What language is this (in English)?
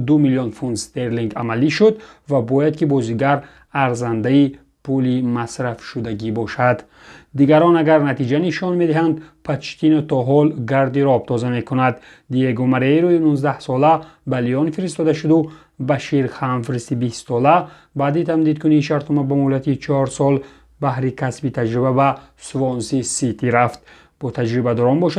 Tajik